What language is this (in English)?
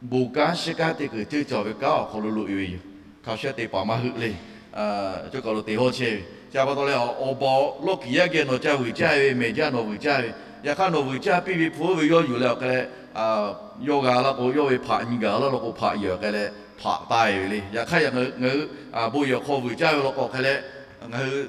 Lahu